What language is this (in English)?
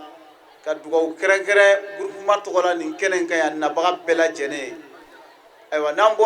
Bambara